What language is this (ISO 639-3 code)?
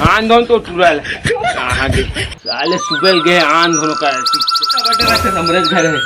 hne